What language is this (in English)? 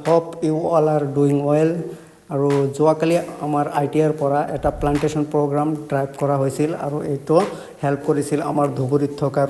Assamese